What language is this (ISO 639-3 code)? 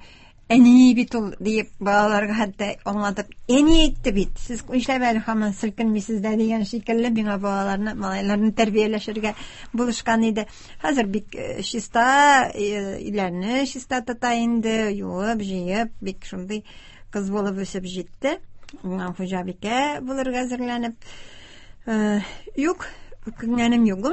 tat